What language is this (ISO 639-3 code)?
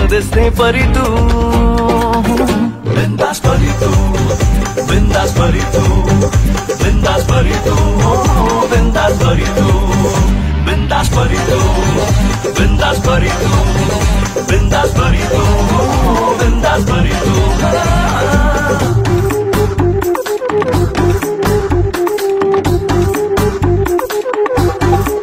mar